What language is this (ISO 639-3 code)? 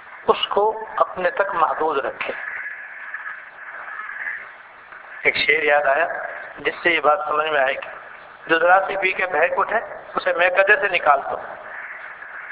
urd